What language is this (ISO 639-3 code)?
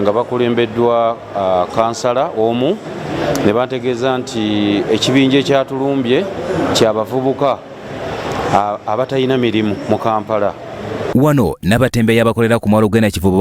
lug